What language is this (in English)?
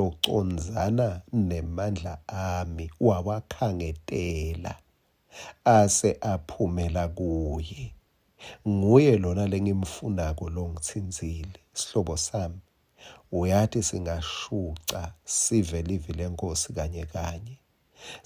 Swati